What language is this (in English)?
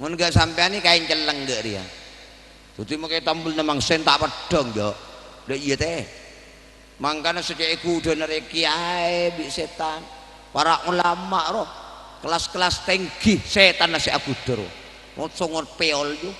Madurese